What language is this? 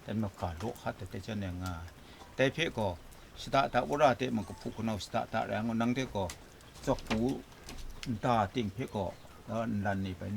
Kachin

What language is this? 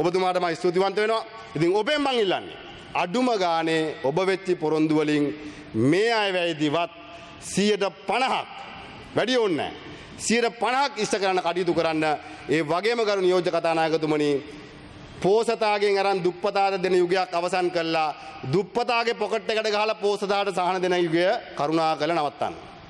Sinhala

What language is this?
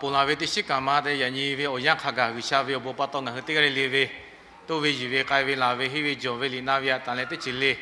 Lahu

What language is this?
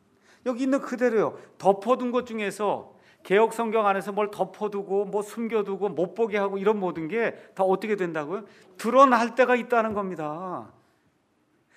Korean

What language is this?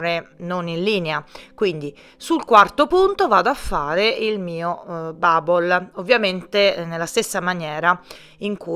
Italian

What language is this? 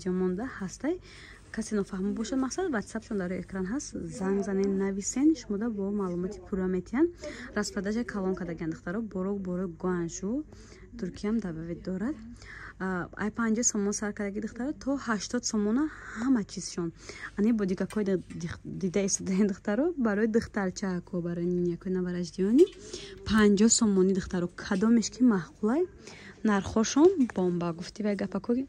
Tajik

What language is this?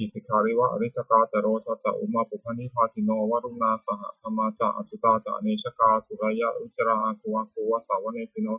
Pali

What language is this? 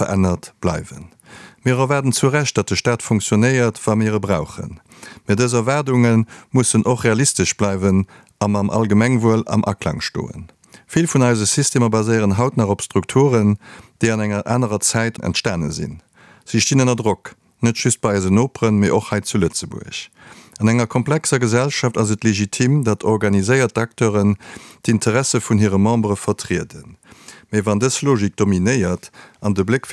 Luxembourgish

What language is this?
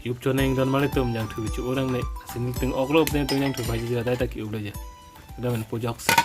Karbi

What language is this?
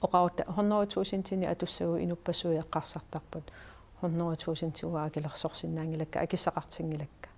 Kalaallisut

